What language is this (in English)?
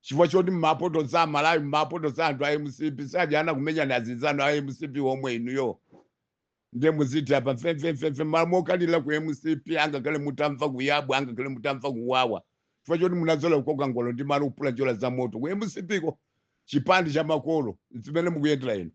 Nyanja